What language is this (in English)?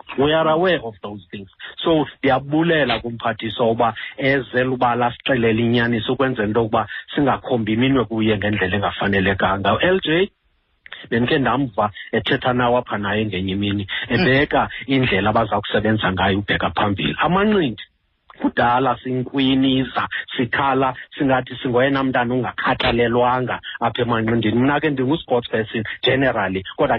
Xhosa